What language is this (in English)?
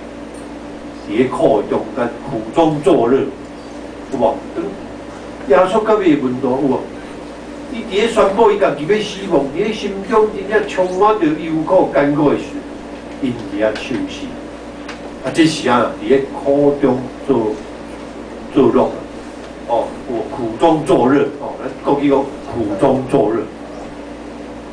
Min Nan Chinese